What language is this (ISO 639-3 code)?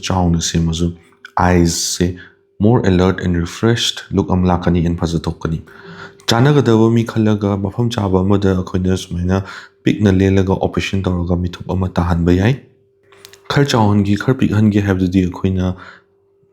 mni